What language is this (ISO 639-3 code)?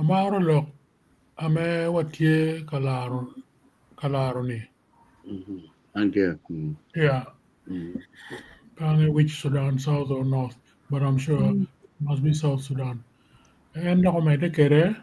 ach